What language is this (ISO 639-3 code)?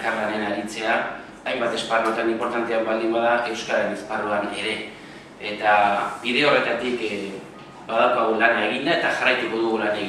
eus